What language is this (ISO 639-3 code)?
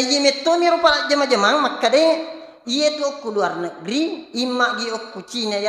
bug